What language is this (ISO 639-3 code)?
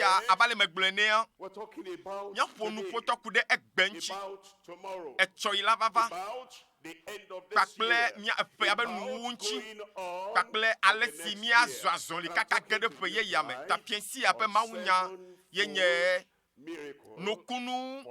ewe